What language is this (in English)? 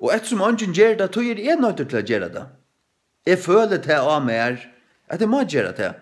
Faroese